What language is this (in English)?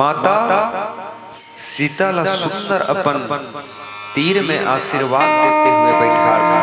Chhattisgarhi